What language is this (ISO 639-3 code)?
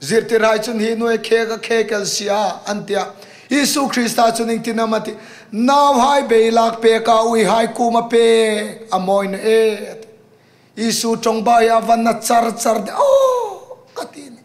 hmr